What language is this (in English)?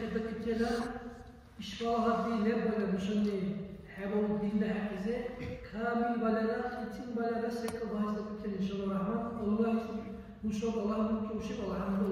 Dargwa